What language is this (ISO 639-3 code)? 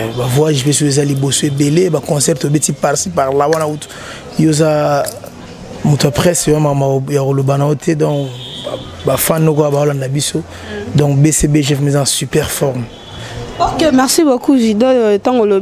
lin